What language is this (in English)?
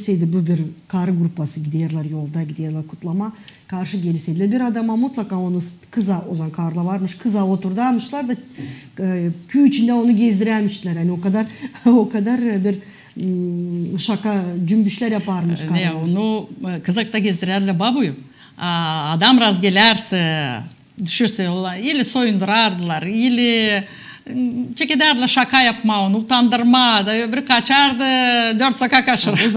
Gagauz